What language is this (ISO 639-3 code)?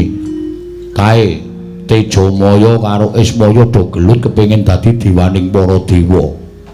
jav